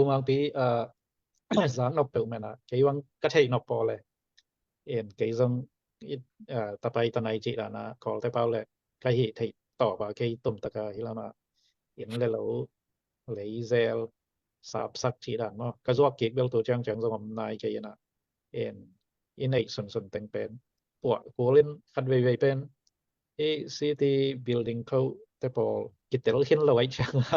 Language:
Tedim Chin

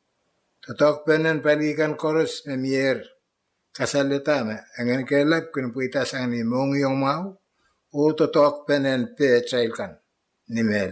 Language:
Pohnpeian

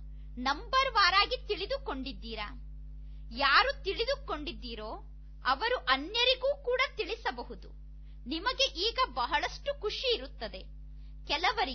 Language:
Kannada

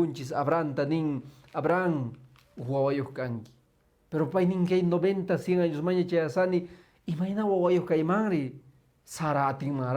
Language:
Quechua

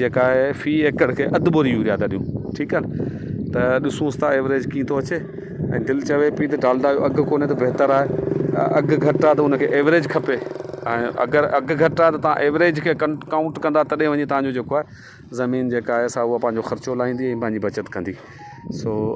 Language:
Sindhi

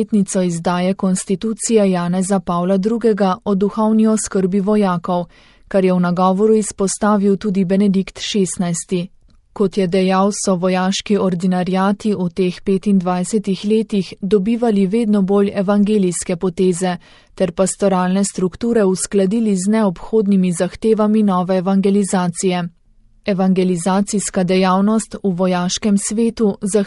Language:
Slovenian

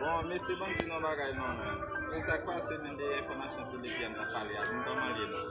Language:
Haitian Creole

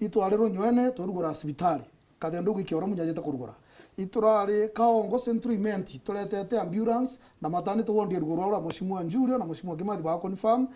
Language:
Meru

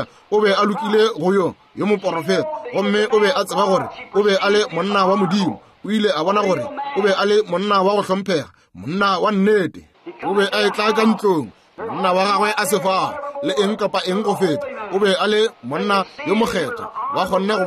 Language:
Northern Sotho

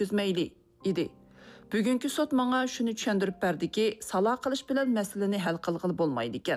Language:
Uyghur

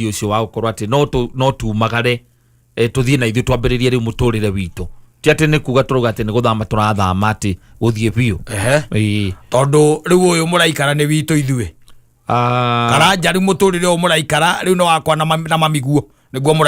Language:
Kikuyu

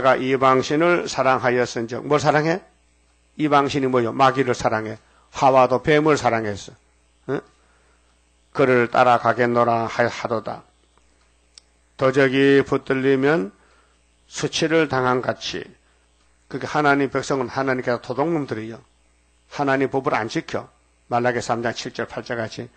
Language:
Korean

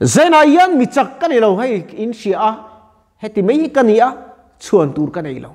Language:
Mizo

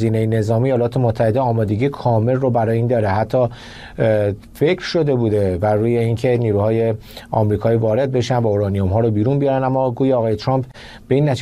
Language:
Persian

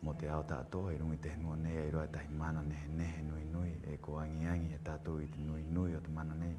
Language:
Rapanui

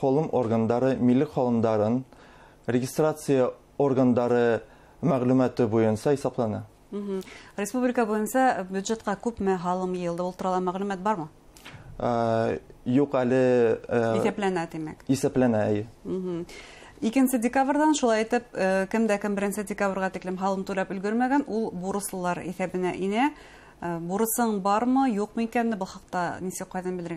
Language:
Bashkir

